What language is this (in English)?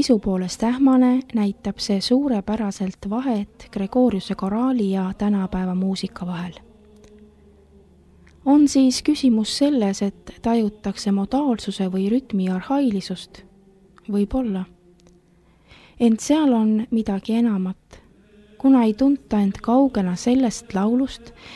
Estonian